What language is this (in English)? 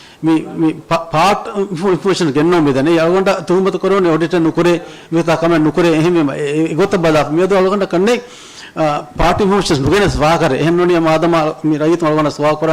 Divehi